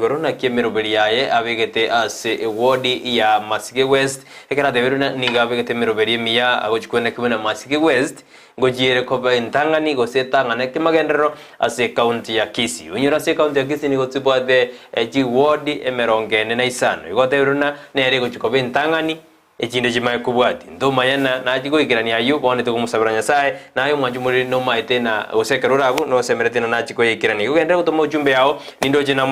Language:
Gusii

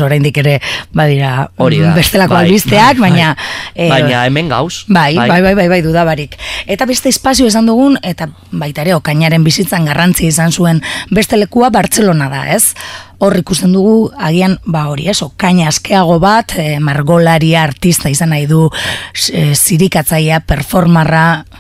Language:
Basque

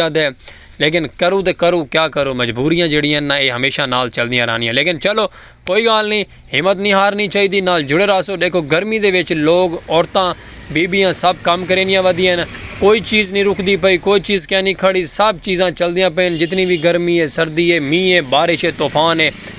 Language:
Saraiki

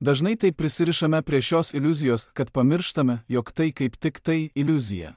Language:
Lithuanian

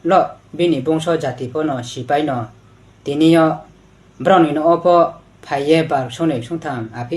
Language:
Riang (India)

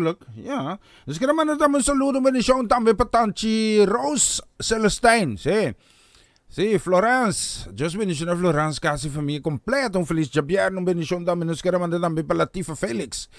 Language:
Papiamento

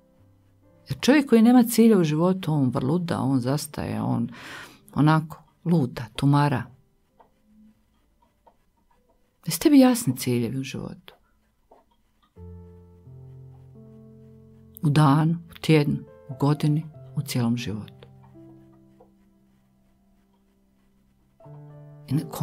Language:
Croatian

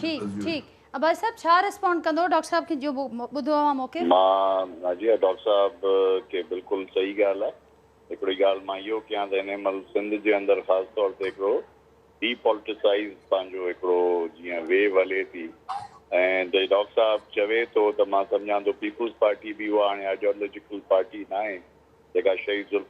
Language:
Sindhi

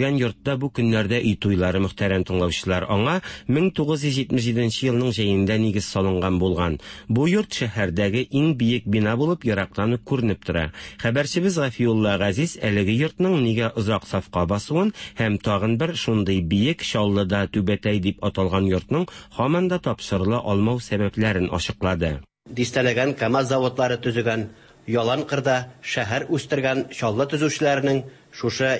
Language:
Tatar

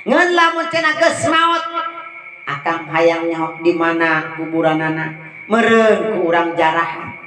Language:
Sundanese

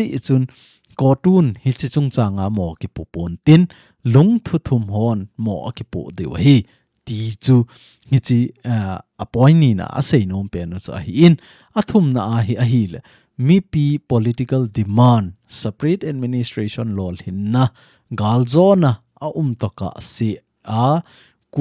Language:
Thado Chin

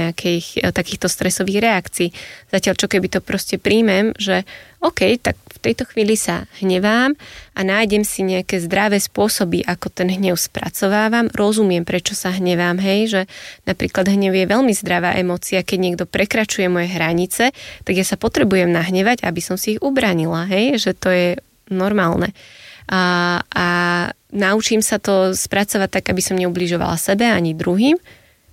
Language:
Slovak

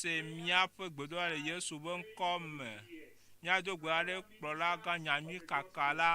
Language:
Ewe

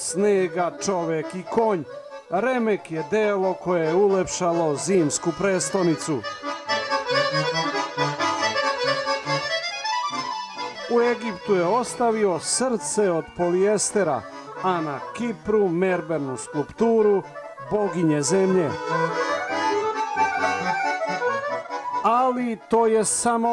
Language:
Serbian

